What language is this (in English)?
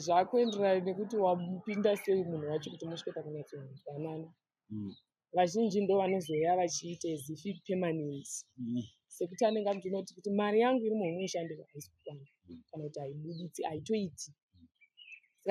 Shona